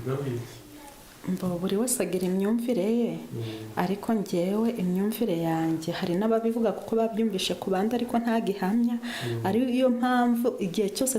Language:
Kinyarwanda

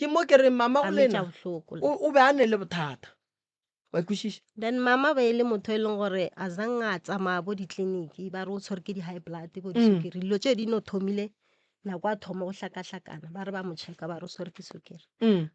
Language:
Northern Sotho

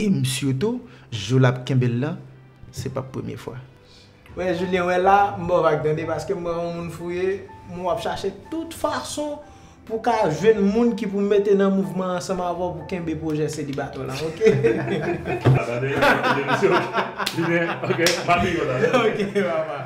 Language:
Haitian Creole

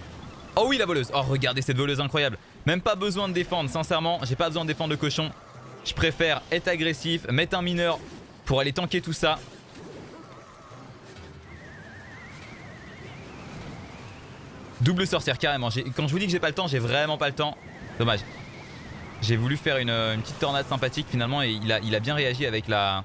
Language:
French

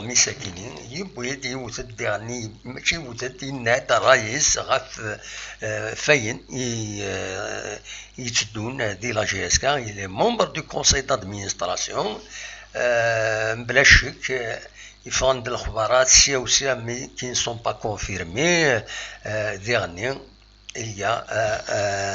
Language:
Kabyle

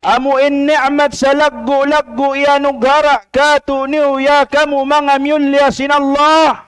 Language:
Tausug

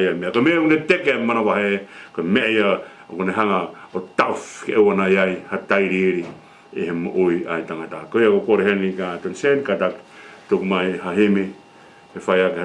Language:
Tongan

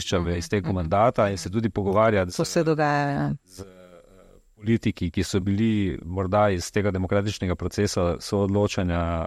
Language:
Slovenian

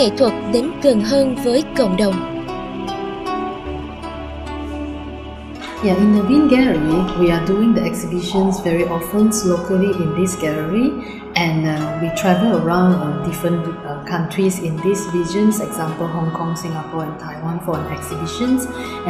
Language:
English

